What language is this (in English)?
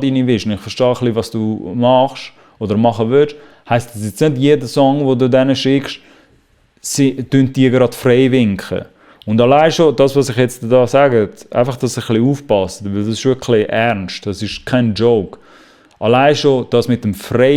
Swiss German